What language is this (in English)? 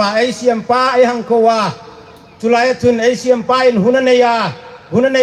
Hmar